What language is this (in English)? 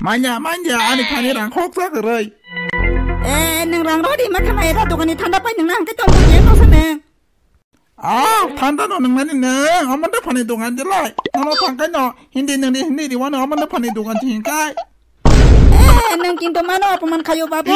Kok Borok